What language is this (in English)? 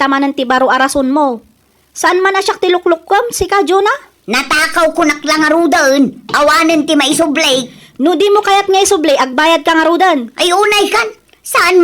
Iloko